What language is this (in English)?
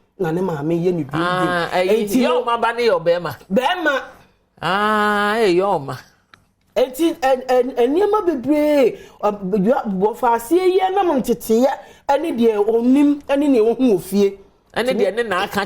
Akan